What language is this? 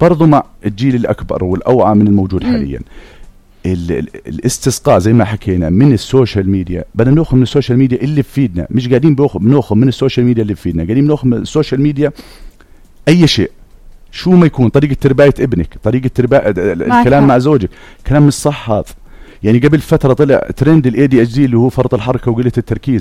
North Levantine Arabic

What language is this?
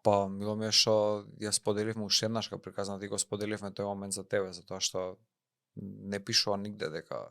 Macedonian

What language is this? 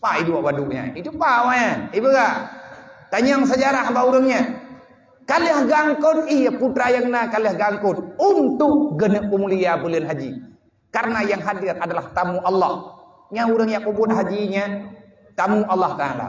Achinese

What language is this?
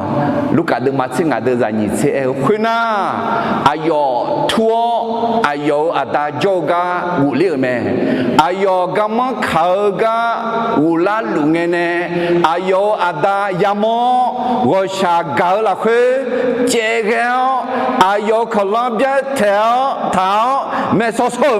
Akha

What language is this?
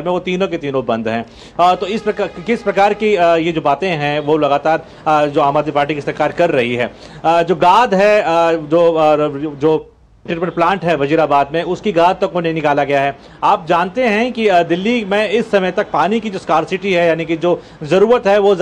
Hindi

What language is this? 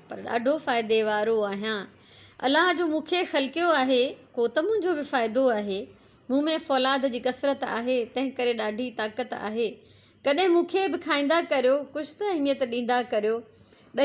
Sindhi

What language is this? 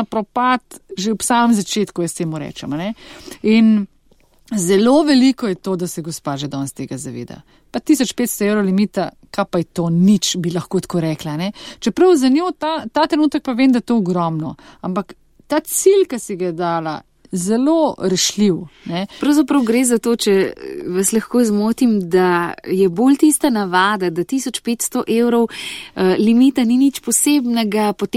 Slovenian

